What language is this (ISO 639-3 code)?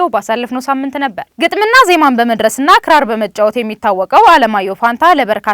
amh